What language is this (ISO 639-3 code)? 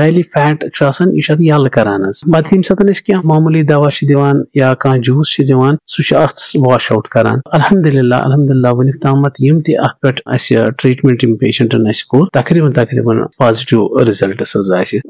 kas